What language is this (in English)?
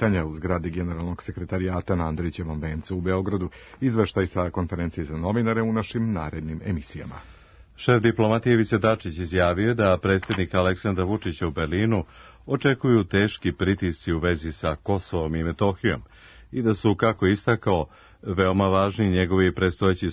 Serbian